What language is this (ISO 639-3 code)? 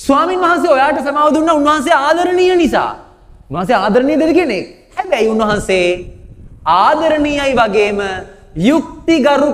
sin